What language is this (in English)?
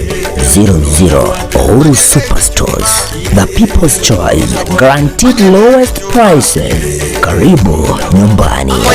Gusii